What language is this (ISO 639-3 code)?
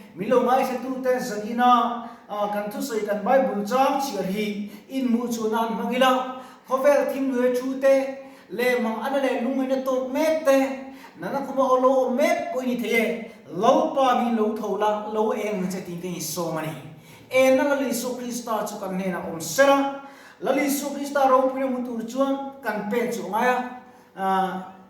lus